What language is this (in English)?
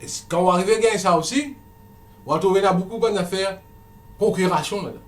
Morisyen